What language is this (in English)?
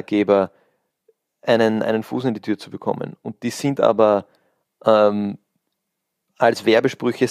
German